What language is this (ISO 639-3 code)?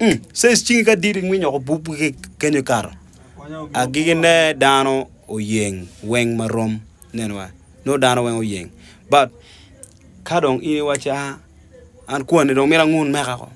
ach